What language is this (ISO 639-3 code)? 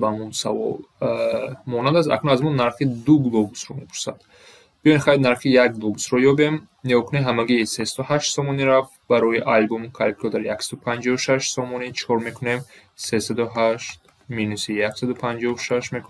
tgk